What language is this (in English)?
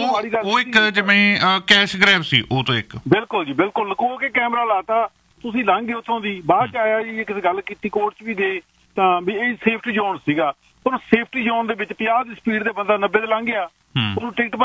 Punjabi